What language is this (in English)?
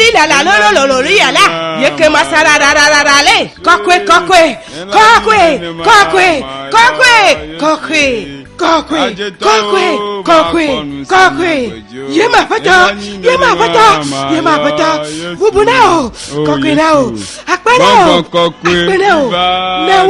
Ewe